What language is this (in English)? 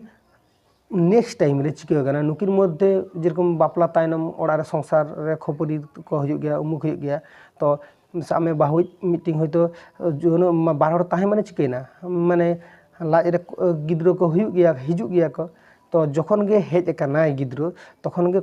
Santali